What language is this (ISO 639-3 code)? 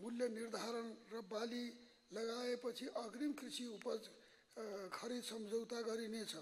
nep